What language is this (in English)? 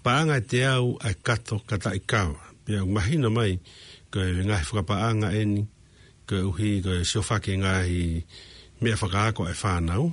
Tongan